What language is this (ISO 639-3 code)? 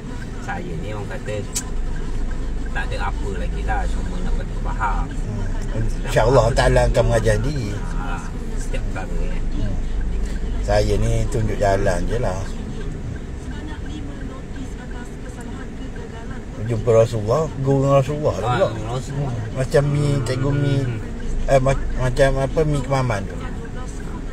msa